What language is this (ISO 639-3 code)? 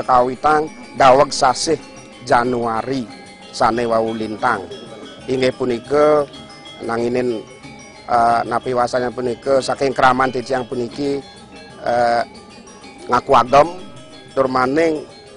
ban